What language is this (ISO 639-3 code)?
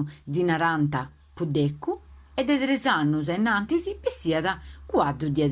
srd